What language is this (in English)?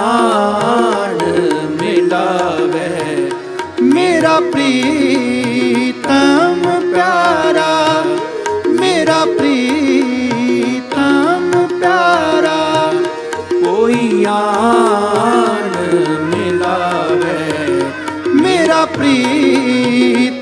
Punjabi